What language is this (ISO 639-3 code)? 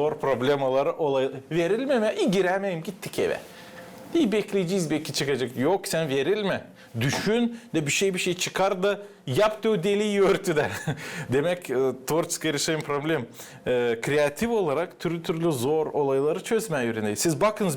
gag